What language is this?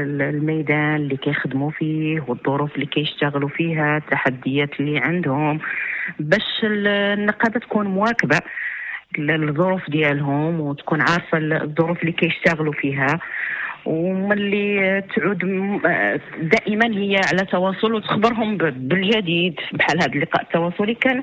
Moroccan Arabic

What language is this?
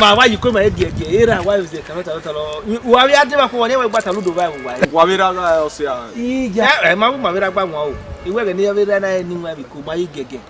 Bini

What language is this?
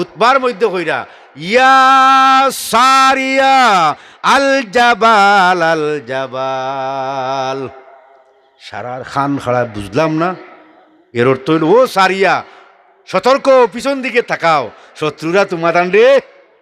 Sylheti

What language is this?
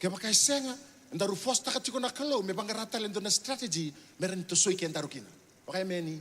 Fijian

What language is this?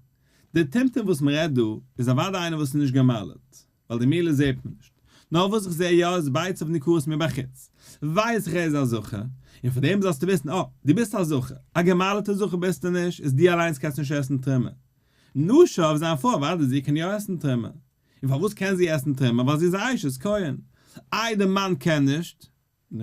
Yiddish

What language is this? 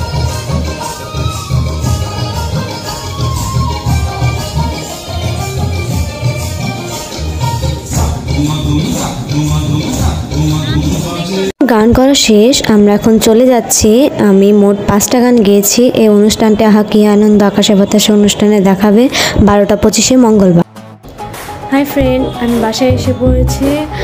Bangla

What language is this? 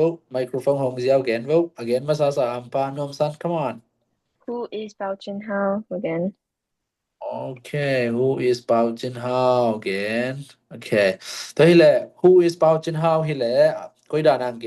Tedim Chin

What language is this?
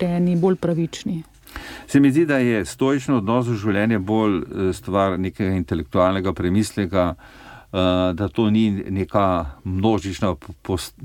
Slovenian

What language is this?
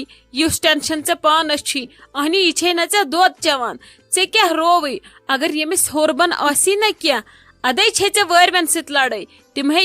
Kashmiri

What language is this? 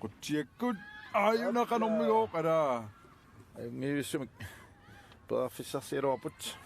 Kalaallisut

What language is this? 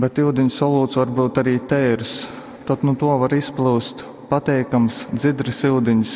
Latgalian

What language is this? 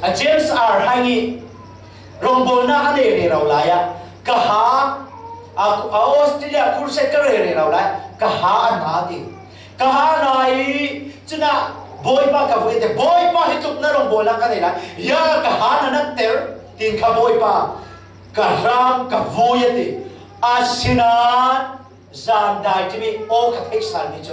Falam Chin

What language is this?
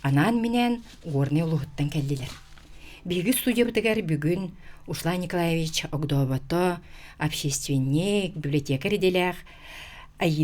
Yakut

